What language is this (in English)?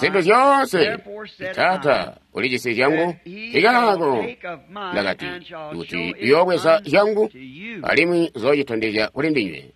Tonga (Zambia)